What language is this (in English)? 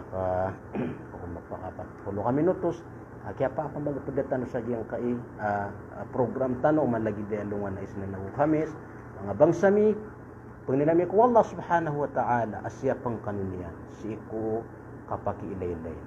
Maranao